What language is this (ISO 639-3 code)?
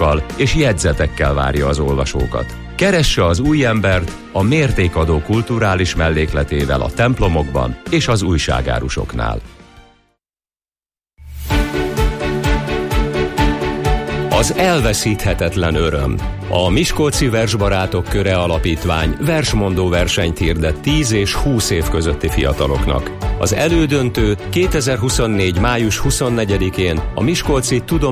hun